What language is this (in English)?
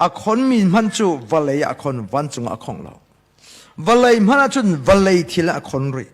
Hakha Chin